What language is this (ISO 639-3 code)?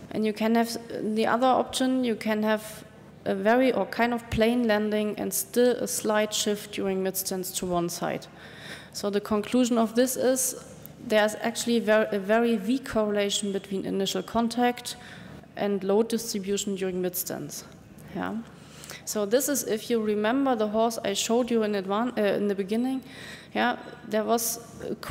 eng